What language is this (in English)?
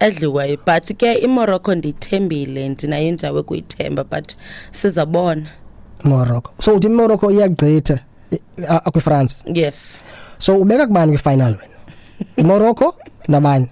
Xhosa